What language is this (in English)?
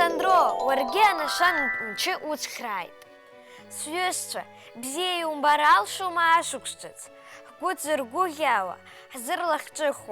Abkhazian